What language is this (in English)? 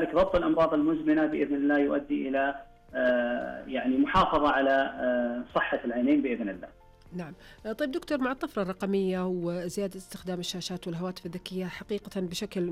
Najdi Arabic